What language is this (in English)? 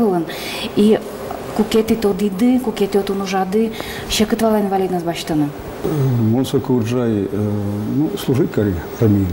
Udmurt